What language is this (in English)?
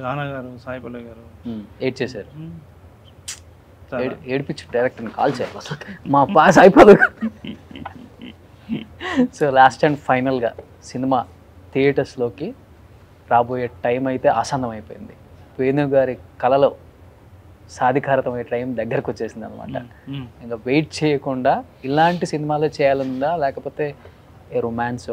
Telugu